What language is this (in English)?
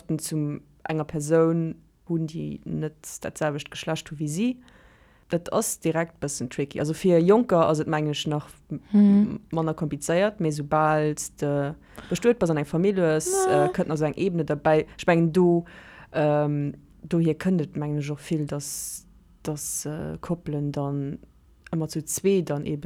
Luxembourgish